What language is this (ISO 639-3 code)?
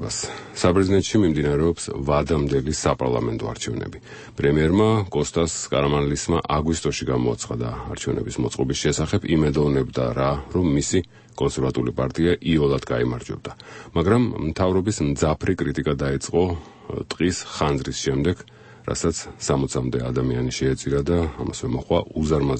kat